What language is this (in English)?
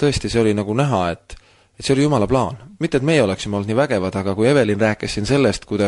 Estonian